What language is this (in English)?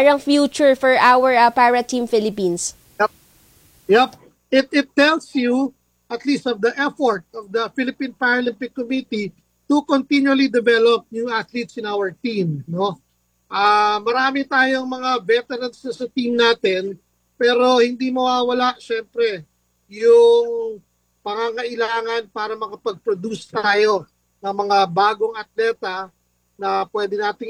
Filipino